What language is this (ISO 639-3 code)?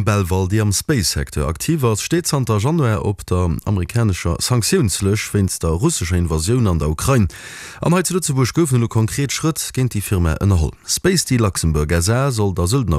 ltz